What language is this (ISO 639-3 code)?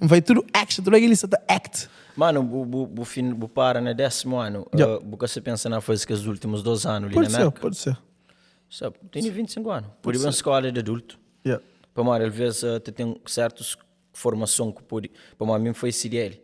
kea